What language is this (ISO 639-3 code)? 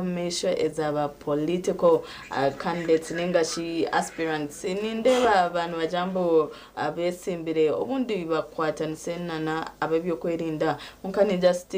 nyn